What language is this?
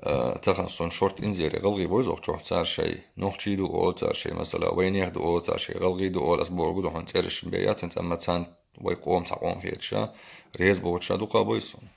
Chechen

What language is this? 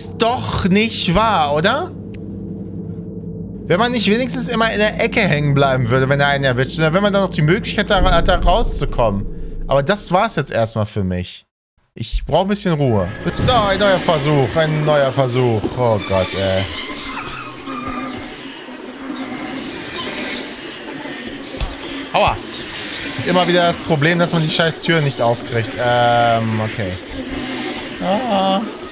German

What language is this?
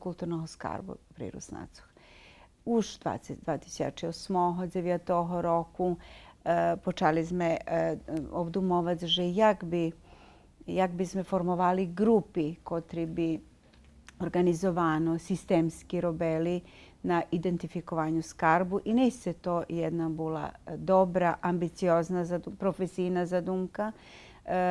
Rusyn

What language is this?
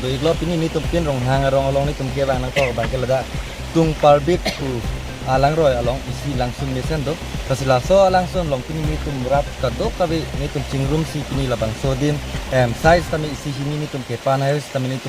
Karbi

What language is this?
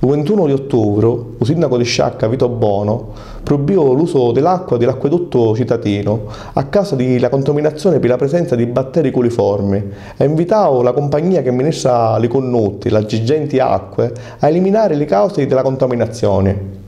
Sicilian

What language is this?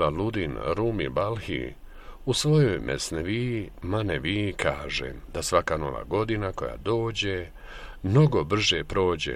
Bosnian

